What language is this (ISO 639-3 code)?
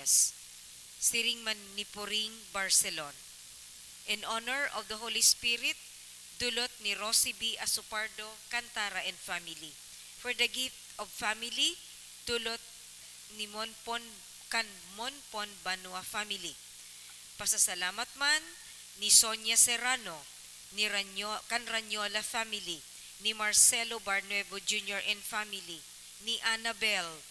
bik